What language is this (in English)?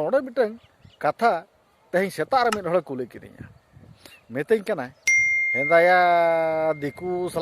Santali